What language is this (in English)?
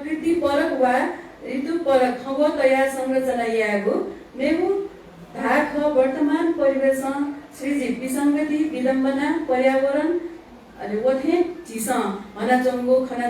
Newari